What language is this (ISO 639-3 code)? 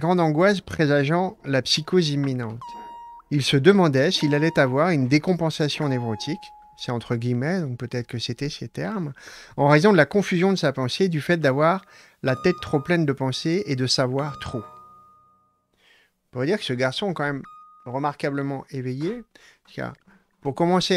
fra